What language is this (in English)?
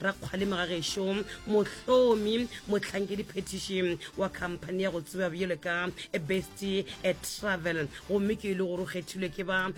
Northern Sotho